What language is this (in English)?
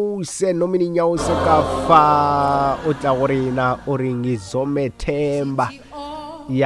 Northern Sotho